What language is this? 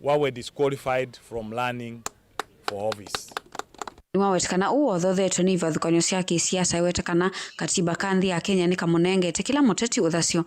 Kamba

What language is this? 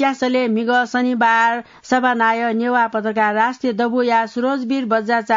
Newari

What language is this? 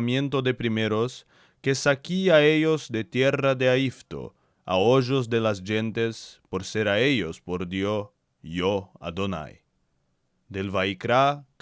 Ladino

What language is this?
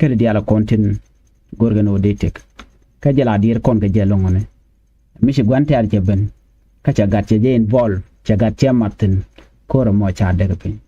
Nuer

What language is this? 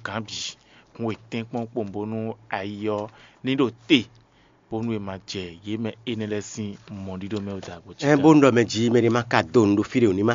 Fon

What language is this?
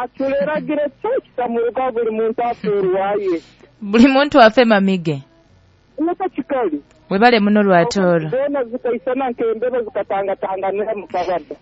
Nyoro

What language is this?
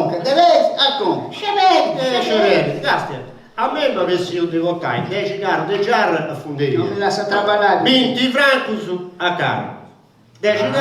Sardinian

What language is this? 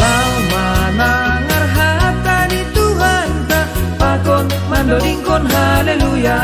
Batak Simalungun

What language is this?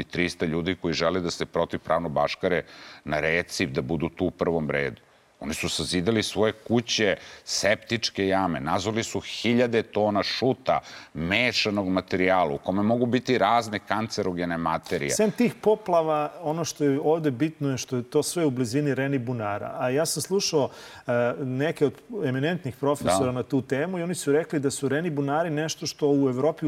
Serbian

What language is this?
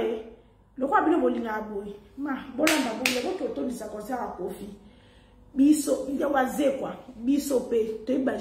Lingala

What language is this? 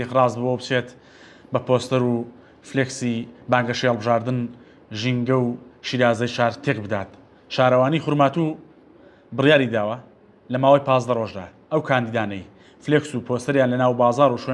Central Kurdish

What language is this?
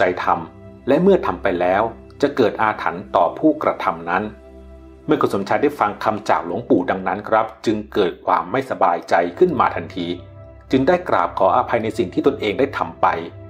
Thai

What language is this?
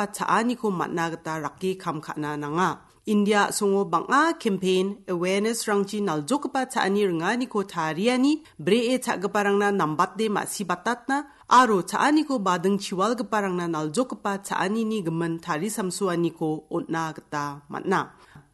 Garo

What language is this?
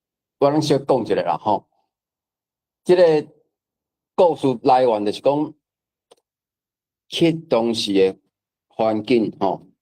Min Nan Chinese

